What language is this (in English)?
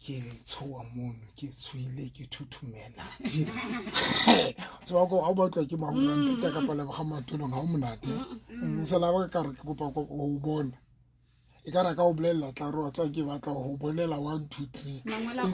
Southern Sotho